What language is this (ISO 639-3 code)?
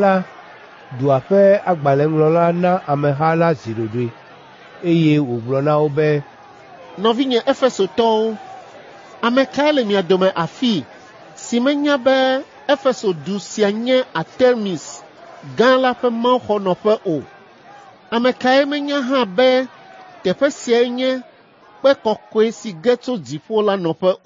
ewe